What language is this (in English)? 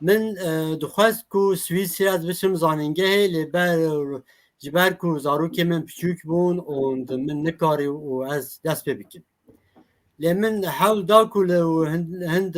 Kurdish